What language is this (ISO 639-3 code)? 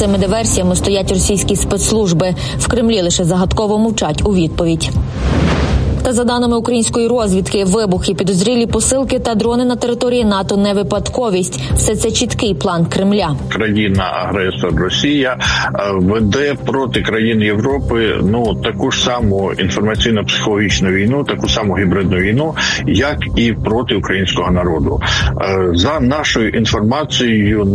ukr